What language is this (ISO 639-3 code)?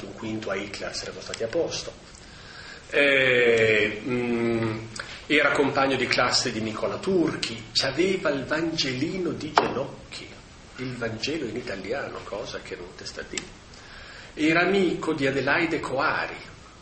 ita